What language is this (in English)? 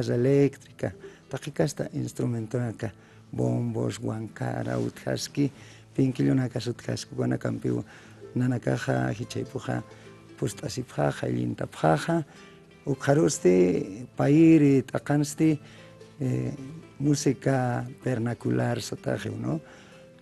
Aymara